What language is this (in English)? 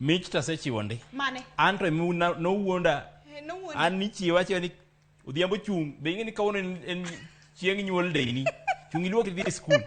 Luo (Kenya and Tanzania)